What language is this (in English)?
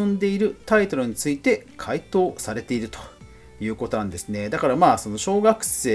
Japanese